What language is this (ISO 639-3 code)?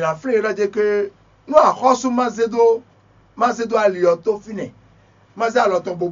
fon